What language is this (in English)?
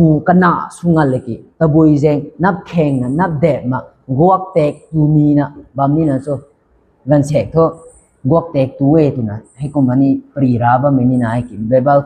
Rongmei Naga